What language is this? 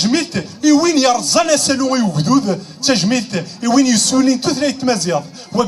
Kabyle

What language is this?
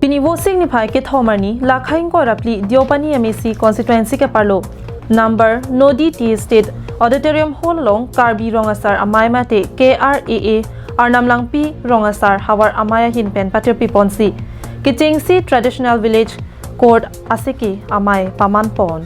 Karbi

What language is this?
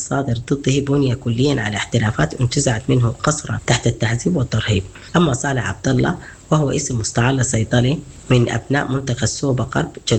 Sudanese Arabic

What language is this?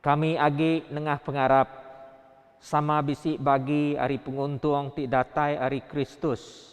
Iban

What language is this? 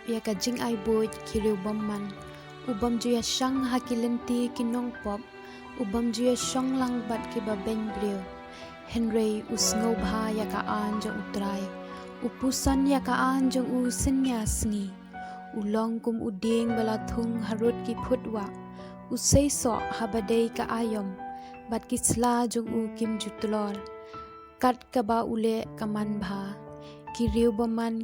Khasi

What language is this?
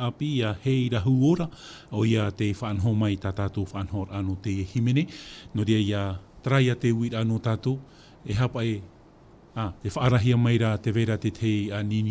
Tahitian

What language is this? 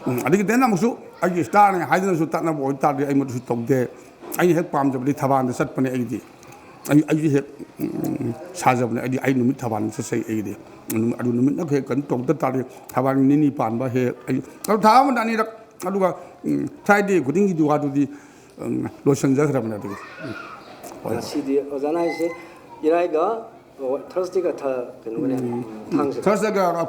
Manipuri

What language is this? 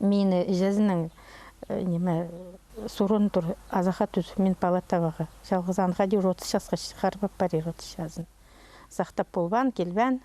Khakas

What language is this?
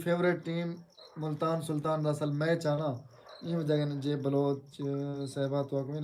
Saraiki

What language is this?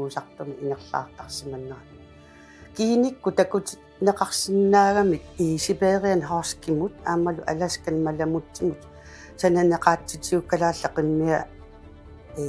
Kalaallisut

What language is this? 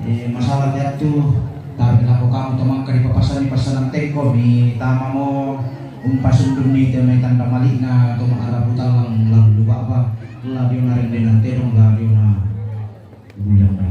Toraja-Sa'dan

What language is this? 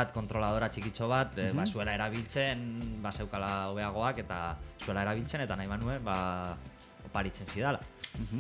Basque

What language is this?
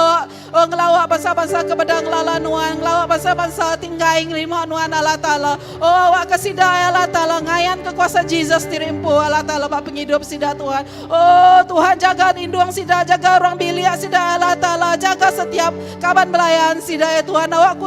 Iban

